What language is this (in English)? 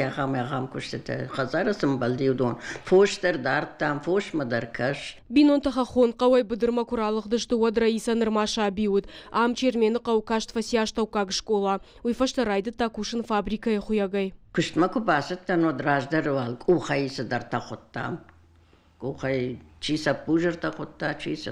Ossetic